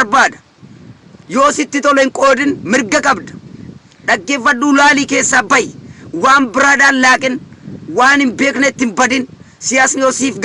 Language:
Oromo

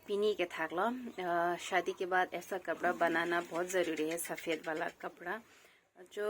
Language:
Karbi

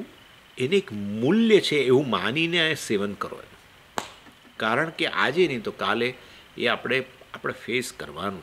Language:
Gujarati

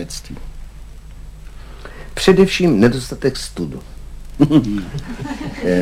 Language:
Czech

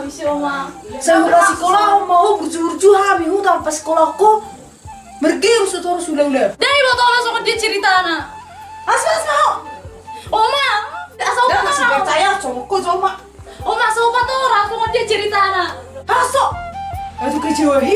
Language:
Batak Toba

